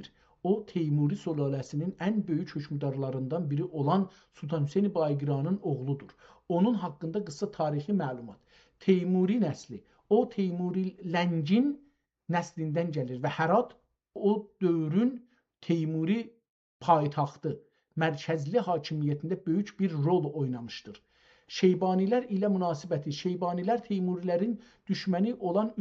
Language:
South Azerbaijani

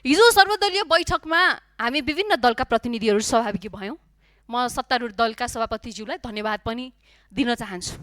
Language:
Nepali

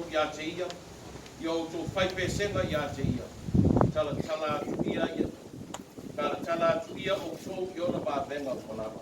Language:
Samoan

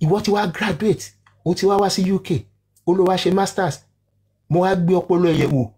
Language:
Yoruba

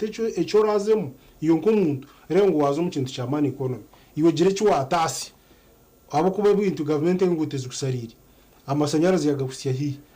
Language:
Nyankole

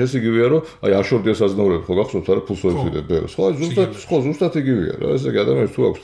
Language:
Georgian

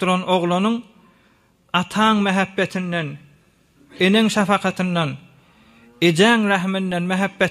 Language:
Turkmen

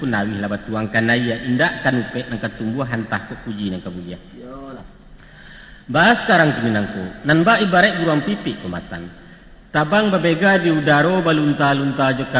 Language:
Minangkabau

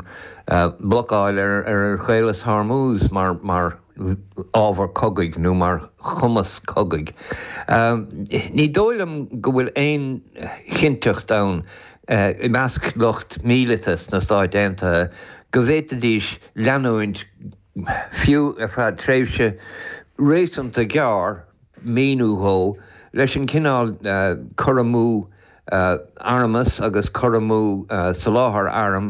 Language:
Irish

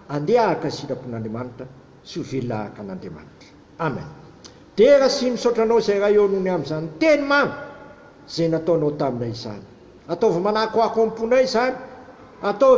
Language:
Malagasy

